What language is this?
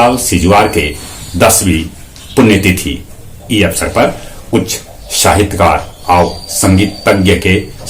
Magahi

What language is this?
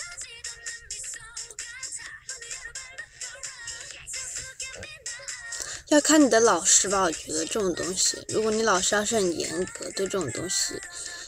Chinese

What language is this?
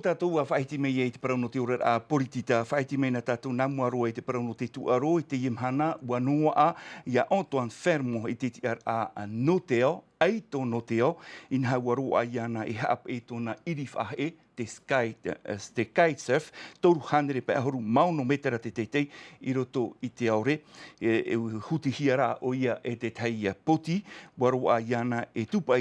Tahitian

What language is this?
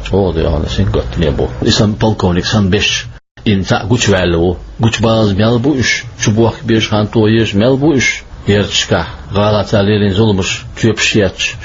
Chechen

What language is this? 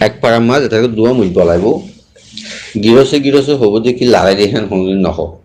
Rohingya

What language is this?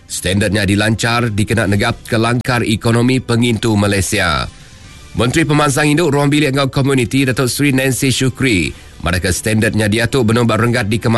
Iban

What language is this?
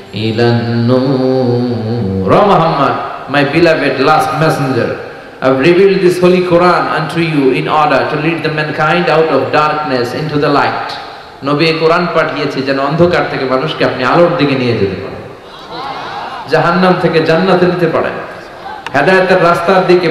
Bangla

